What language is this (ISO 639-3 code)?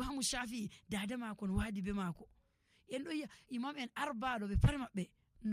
fuv